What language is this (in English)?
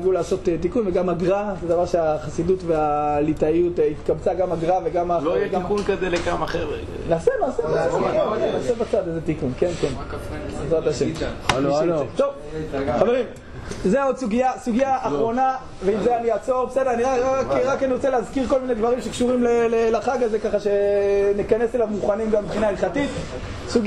Hebrew